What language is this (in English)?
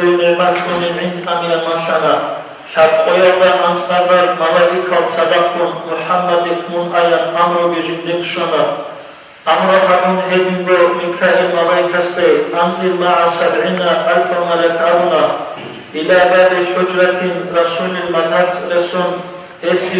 Avaric